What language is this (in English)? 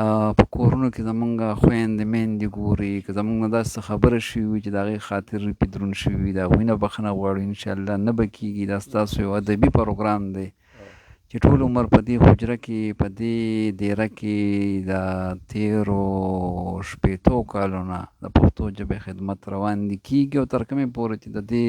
Pashto